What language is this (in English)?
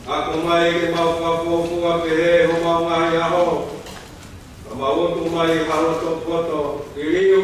Tongan